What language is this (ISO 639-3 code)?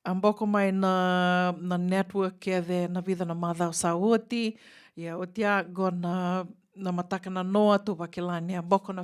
fij